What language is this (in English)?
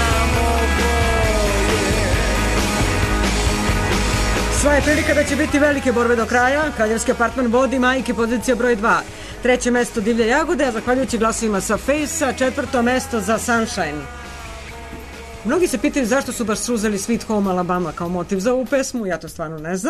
Serbian